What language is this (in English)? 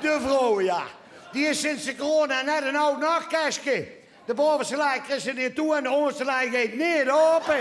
Limburgish